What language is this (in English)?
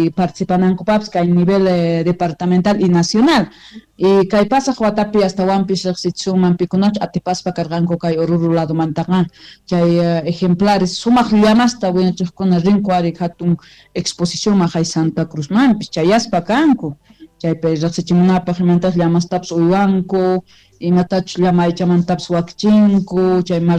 South Bolivian Quechua